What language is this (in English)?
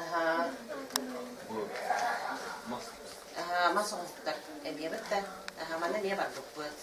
Yakut